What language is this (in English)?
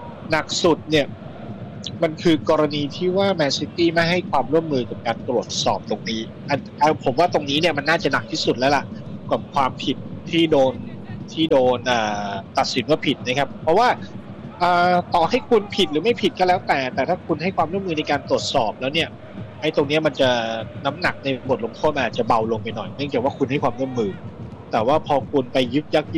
Thai